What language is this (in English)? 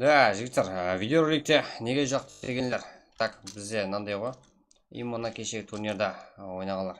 Kara-Kalpak